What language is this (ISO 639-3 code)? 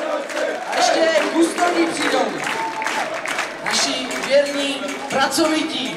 ces